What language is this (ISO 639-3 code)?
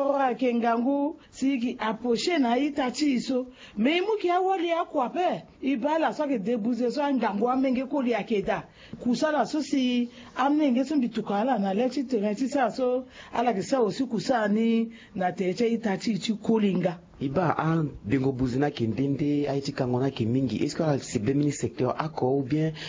sag